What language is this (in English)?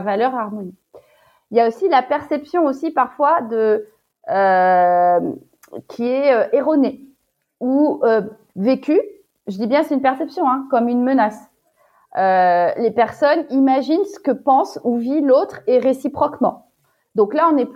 French